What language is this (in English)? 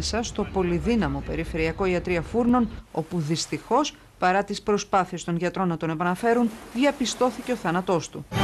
Greek